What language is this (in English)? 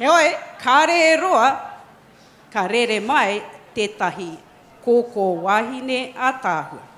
Māori